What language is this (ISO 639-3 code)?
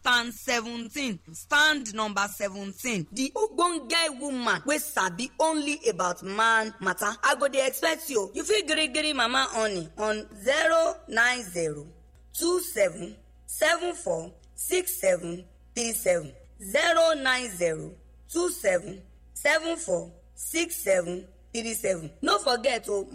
pcm